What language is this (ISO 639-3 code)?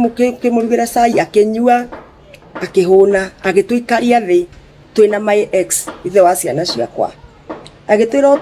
kik